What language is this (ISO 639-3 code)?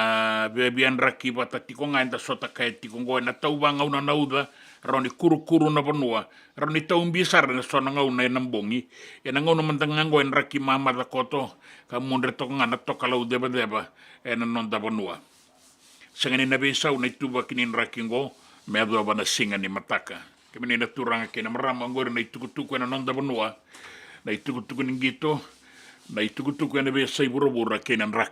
fij